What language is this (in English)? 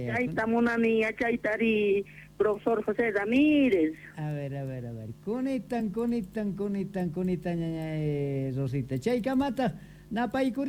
South Bolivian Quechua